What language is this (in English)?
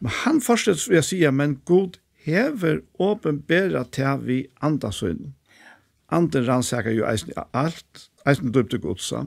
Faroese